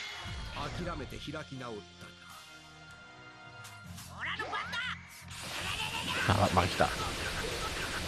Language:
German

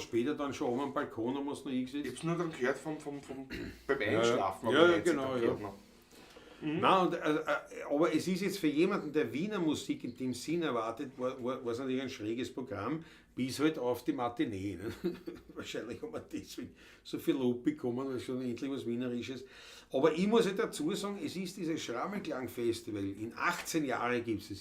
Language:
Bavarian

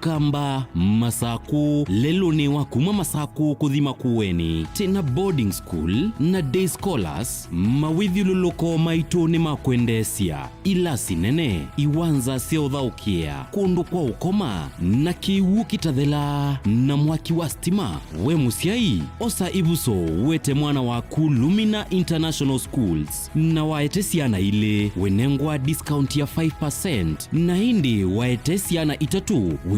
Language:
Kamba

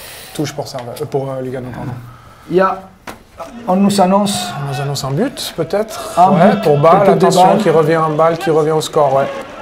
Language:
French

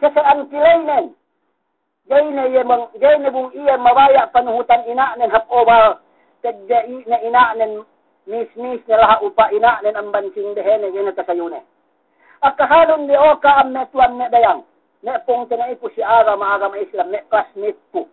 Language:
Yakan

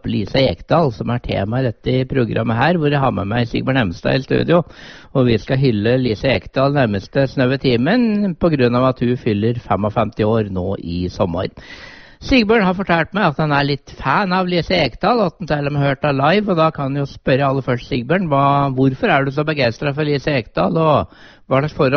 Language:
Norwegian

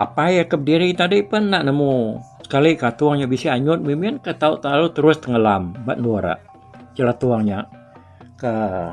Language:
Iban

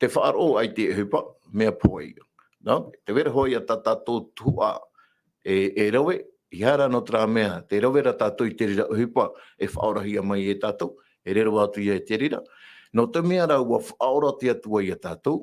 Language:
Tahitian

